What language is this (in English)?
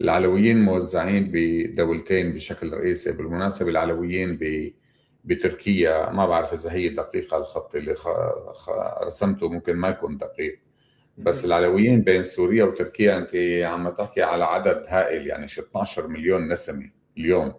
North Levantine Arabic